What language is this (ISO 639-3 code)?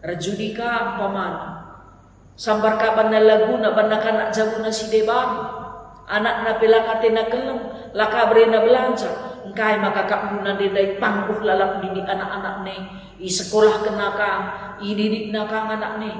btx